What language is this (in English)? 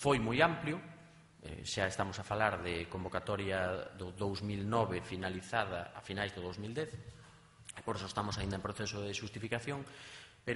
Galician